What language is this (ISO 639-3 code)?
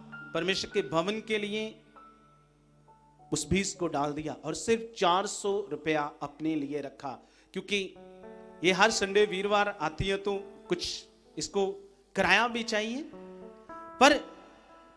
hin